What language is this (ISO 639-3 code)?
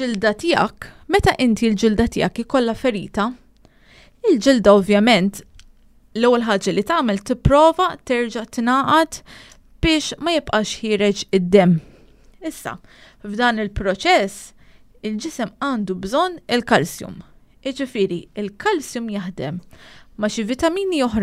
mlt